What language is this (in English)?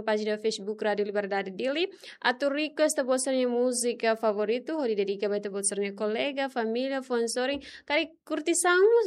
Tetum